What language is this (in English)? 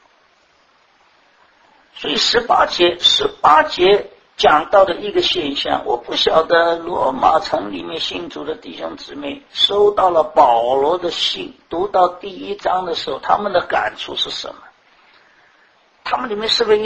Chinese